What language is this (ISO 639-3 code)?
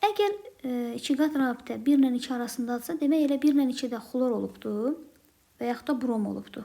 aze